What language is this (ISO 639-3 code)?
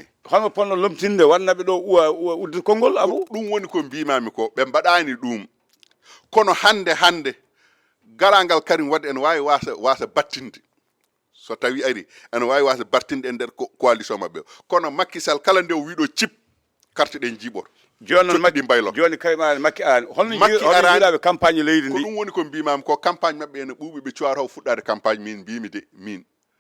ful